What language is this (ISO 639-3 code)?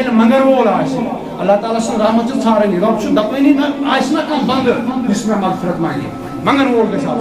kas